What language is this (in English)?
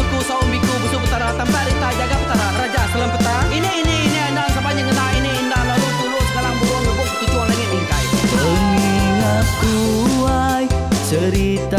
Iban